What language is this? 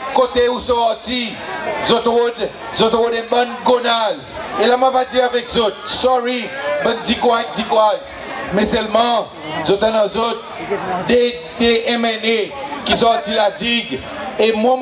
Seselwa Creole French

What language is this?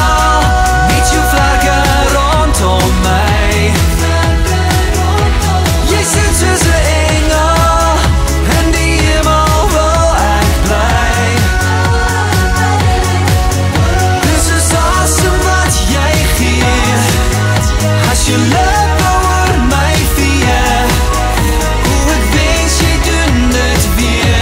Afrikaans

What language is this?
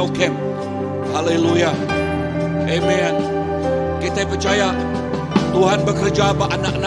Iban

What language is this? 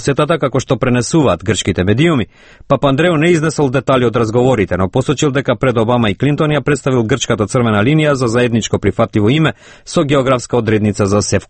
Macedonian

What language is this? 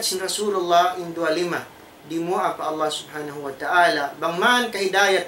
Tausug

